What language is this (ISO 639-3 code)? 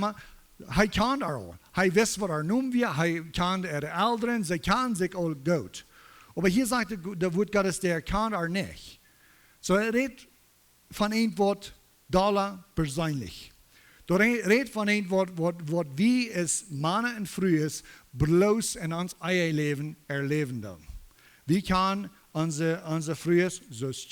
pdt